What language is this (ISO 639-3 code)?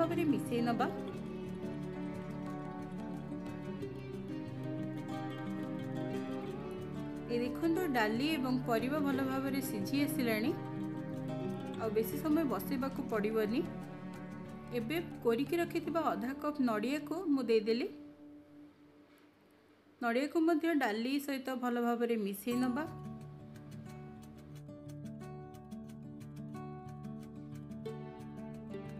ori